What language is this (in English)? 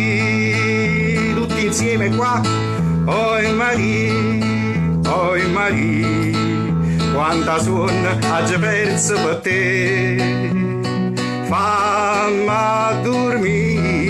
Neapolitan